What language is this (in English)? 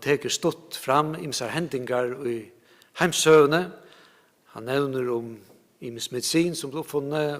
Faroese